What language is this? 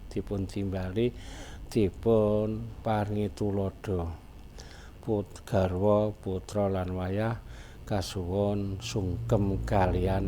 Javanese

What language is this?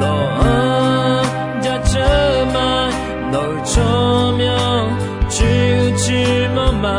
Akha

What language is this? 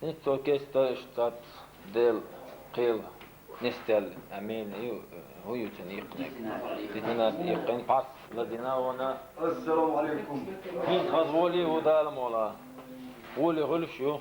Chechen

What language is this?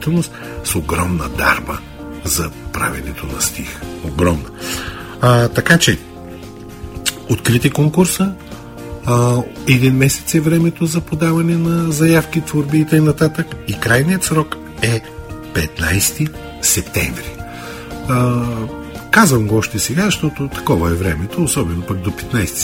Bulgarian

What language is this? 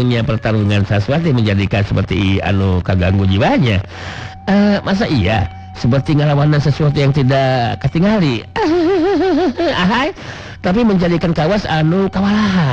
Sundanese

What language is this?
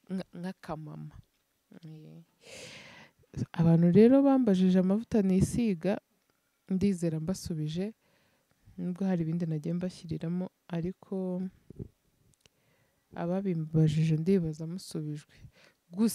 Kinyarwanda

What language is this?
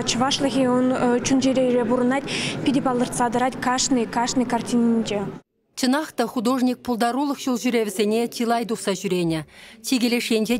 Chuvash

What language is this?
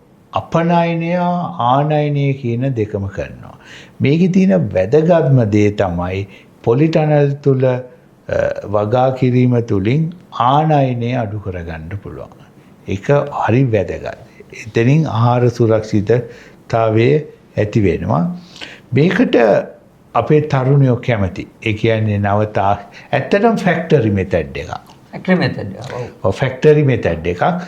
Sinhala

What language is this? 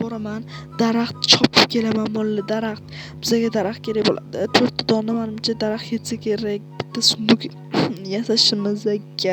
Uzbek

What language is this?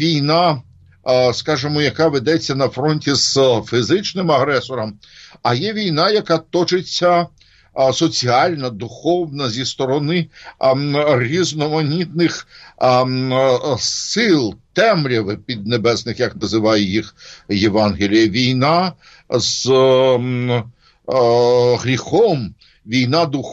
Ukrainian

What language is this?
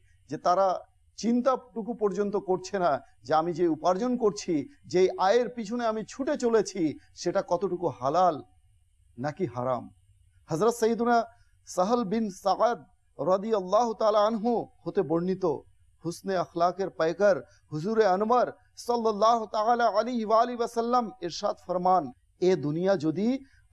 Bangla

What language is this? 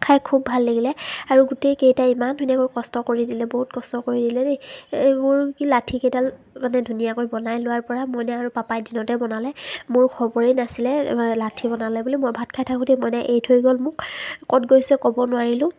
Assamese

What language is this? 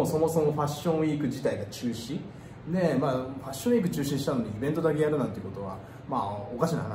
Japanese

